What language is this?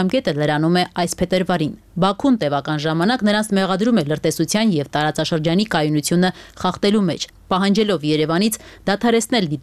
Armenian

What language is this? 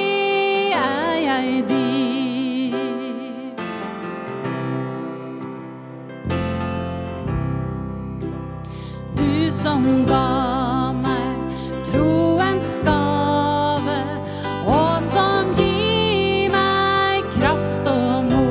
Norwegian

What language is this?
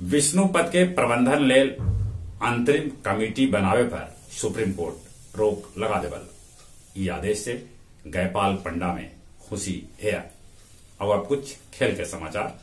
Magahi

